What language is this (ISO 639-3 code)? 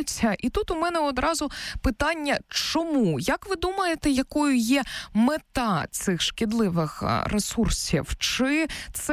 ukr